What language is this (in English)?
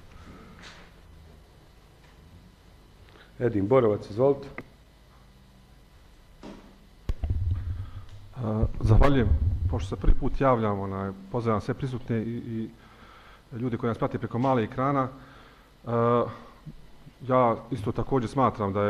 Bosnian